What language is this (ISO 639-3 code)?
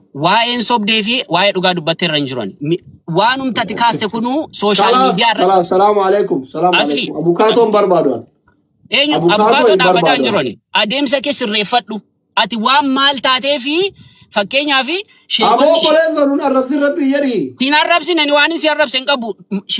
orm